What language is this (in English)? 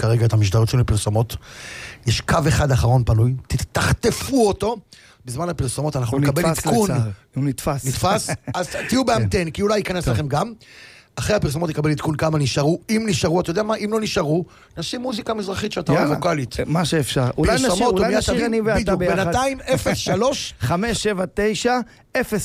Hebrew